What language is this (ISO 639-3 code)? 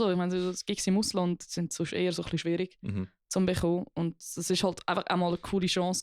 gsw